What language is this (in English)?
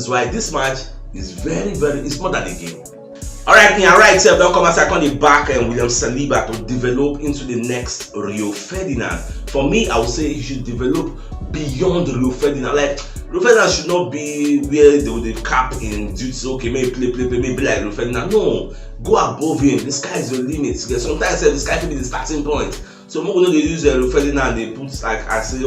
Nigerian Pidgin